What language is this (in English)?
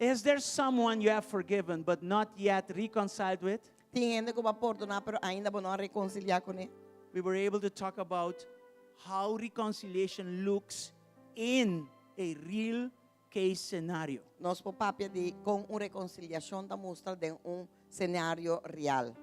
Papiamento